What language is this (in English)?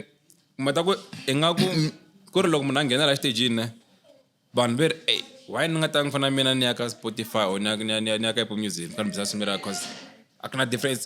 Tsonga